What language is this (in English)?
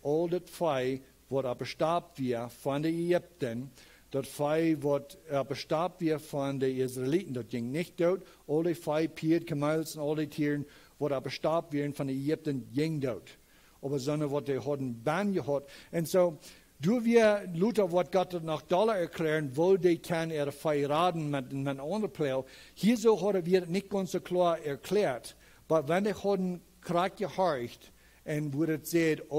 Plautdietsch